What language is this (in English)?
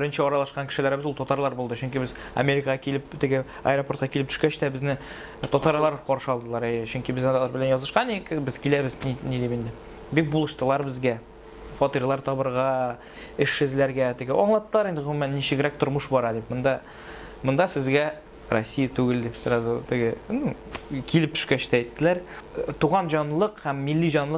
Tatar